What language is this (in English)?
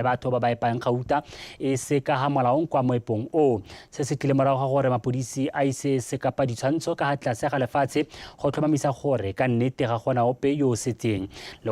Tswana